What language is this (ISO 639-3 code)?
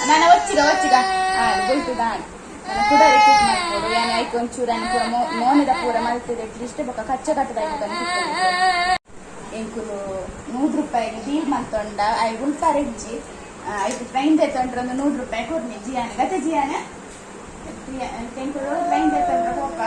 tcy